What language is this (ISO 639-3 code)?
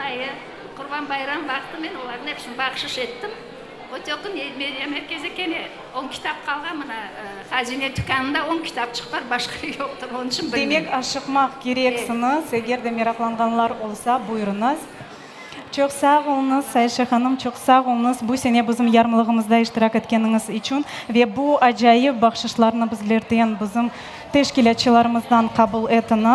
crh